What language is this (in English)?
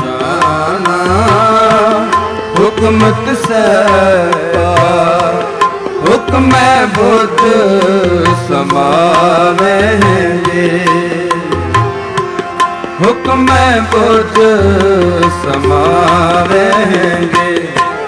Punjabi